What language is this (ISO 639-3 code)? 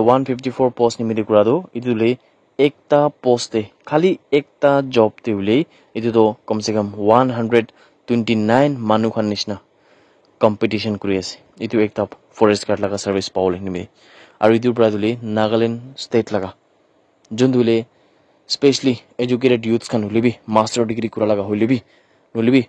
nag